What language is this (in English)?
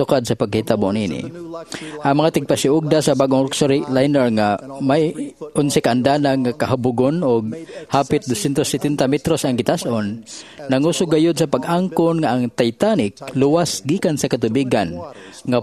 Cebuano